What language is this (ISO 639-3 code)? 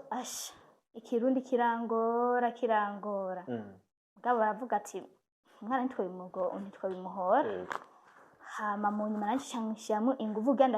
run